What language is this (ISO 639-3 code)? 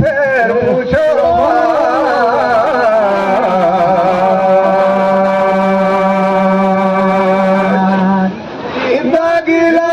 sgj